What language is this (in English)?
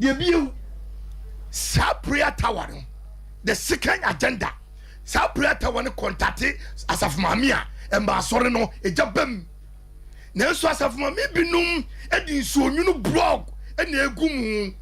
Akan